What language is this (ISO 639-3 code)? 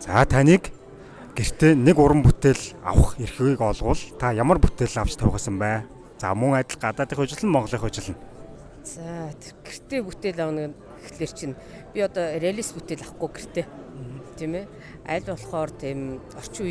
mon